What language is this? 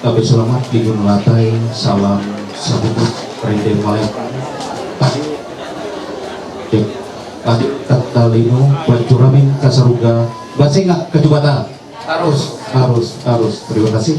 Ma'anyan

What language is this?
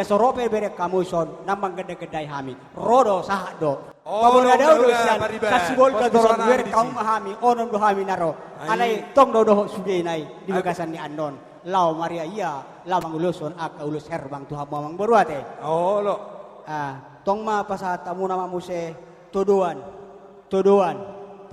Batak Toba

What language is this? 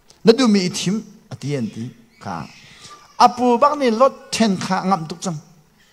Hakha Chin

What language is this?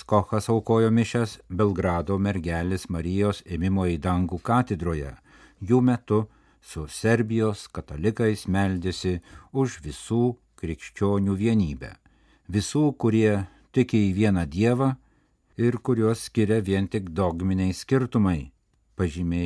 Lithuanian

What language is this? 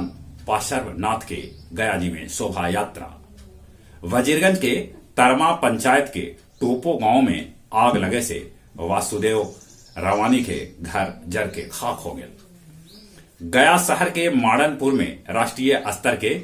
Magahi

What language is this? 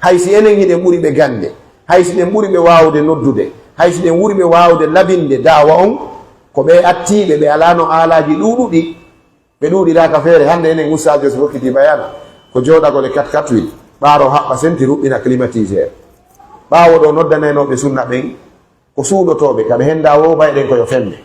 Pular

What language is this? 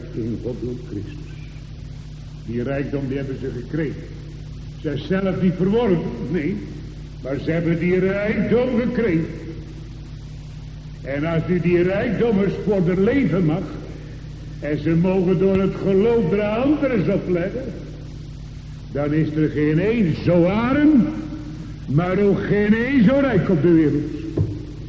Dutch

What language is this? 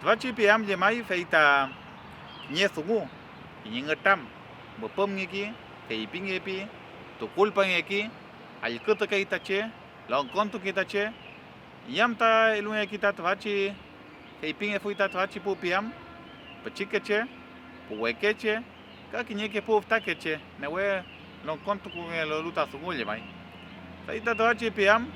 Mapuche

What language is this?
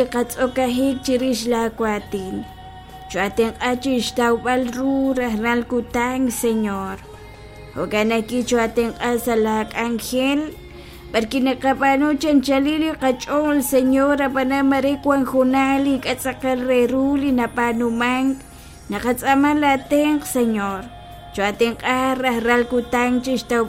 Kekchí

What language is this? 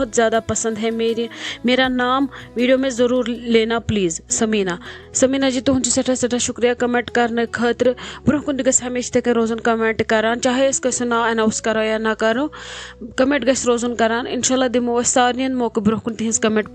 Kashmiri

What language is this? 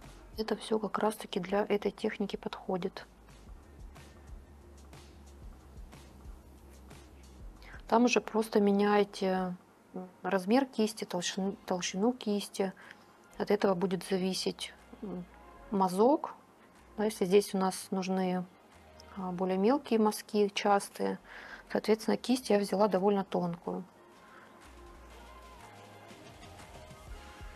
Russian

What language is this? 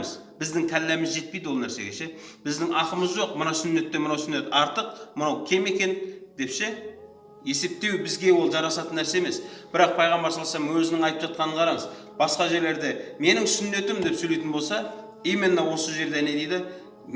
Kazakh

